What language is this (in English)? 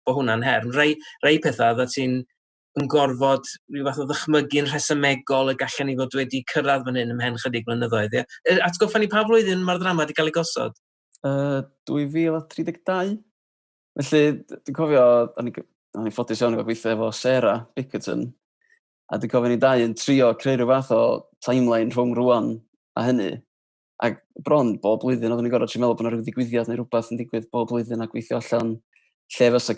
Welsh